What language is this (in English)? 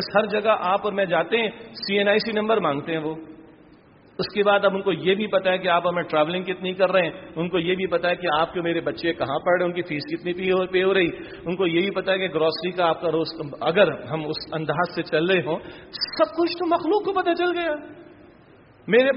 Urdu